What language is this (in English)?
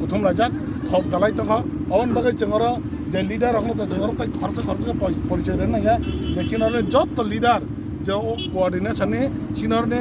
Kok Borok